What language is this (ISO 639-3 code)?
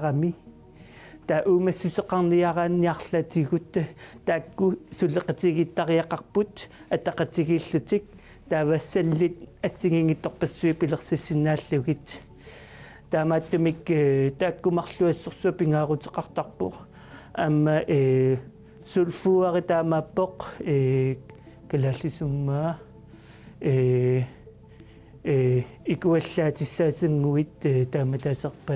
kal